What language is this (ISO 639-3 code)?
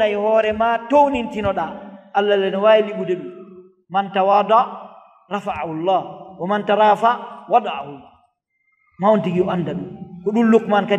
ful